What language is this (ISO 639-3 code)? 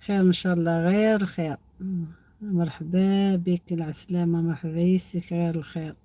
arq